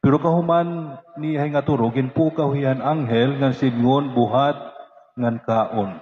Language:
Waray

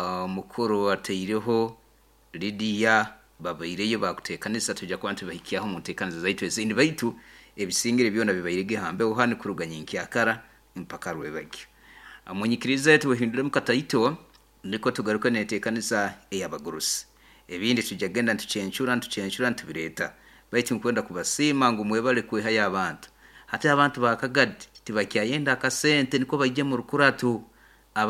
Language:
Nyoro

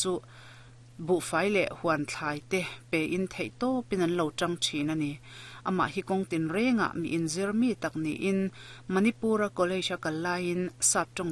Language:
Mizo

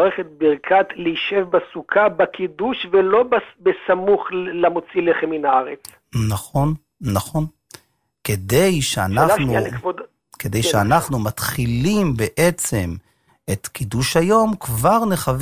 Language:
Hebrew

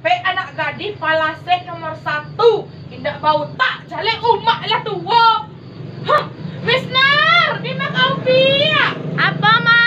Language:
Minangkabau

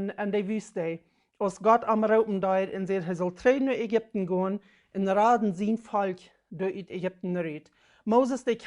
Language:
Plautdietsch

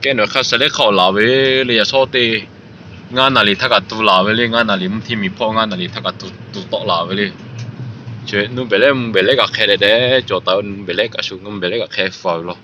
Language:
Lahu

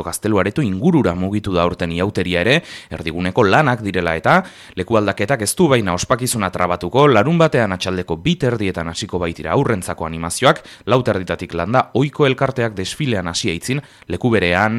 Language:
Basque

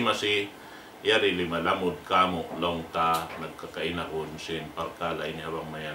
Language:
Tausug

